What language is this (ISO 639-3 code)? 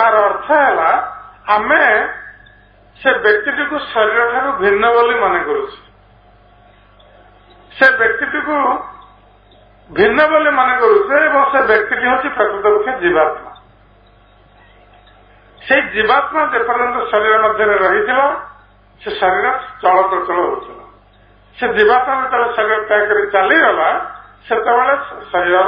ori